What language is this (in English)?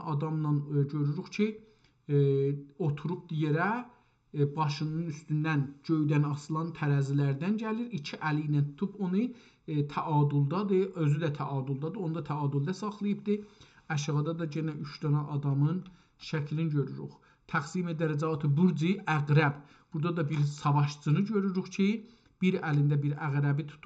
South Azerbaijani